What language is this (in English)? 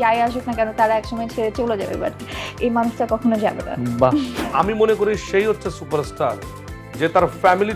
Bangla